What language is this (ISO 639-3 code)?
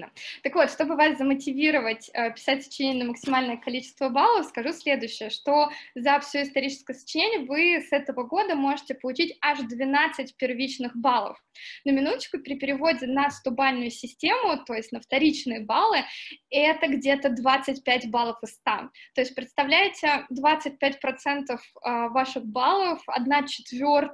rus